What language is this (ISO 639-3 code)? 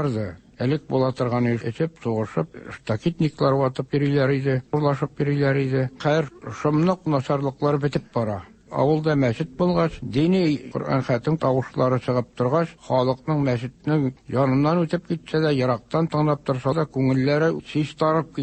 tat